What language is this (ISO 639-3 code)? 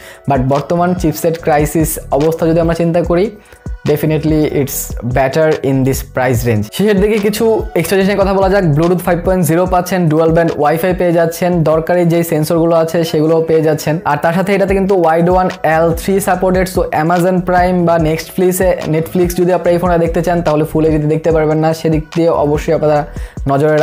ben